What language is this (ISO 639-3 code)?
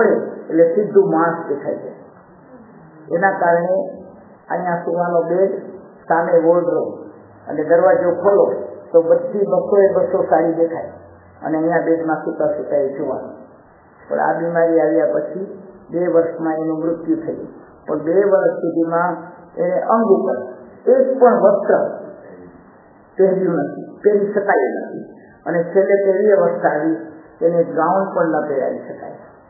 guj